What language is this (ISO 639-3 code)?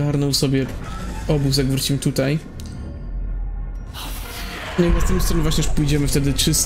pol